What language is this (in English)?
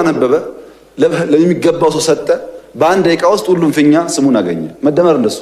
Amharic